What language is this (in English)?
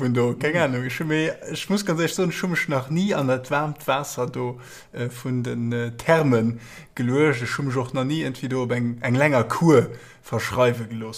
Luxembourgish